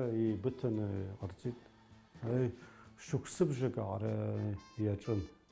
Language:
Abkhazian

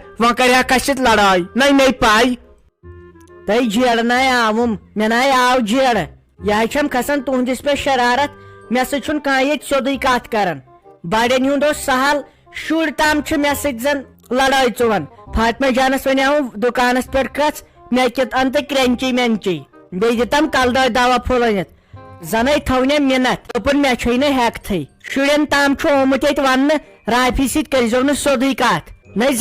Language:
Kashmiri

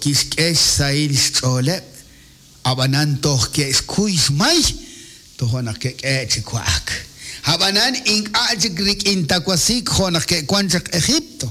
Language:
Kekchí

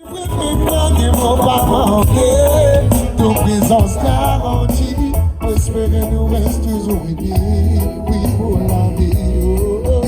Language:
Morisyen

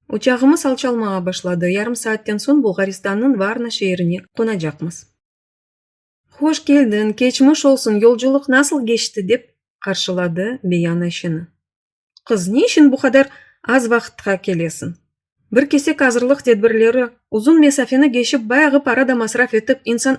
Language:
Crimean Tatar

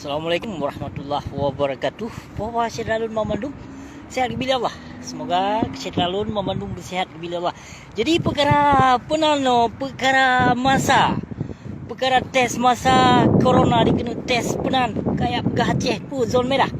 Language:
Achinese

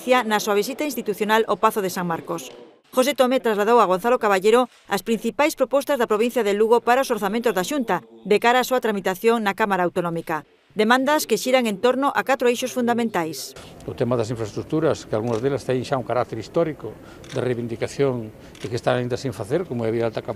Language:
Galician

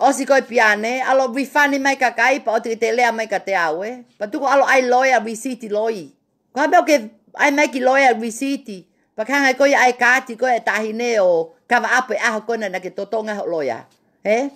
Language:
Tongan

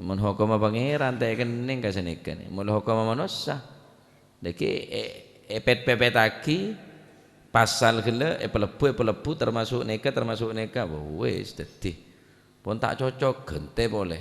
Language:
Madurese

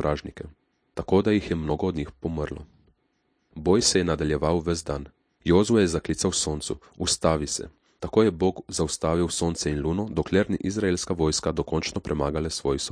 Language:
Slovenian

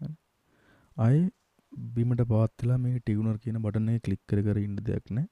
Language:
Sinhala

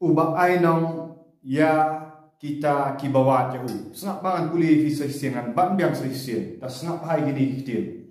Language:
Khasi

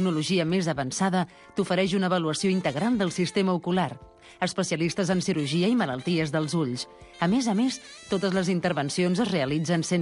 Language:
Catalan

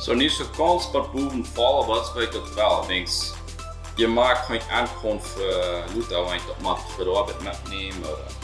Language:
Plautdietsch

